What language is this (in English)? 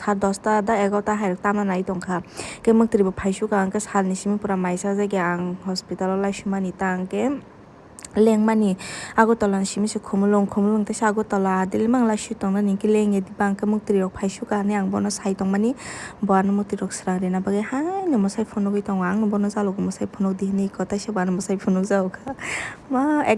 Kok Borok